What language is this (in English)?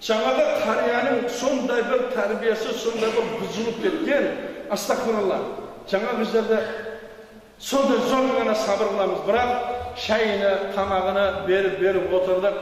Kazakh